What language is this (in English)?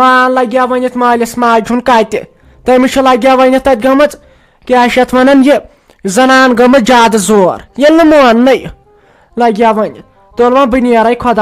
Kashmiri